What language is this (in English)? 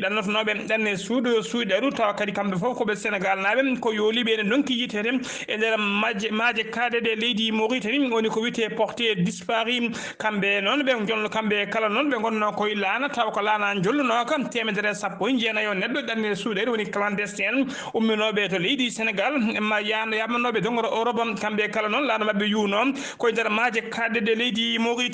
Fula